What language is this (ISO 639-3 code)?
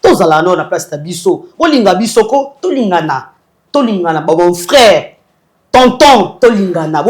lin